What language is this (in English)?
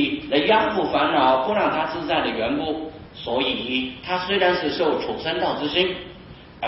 Chinese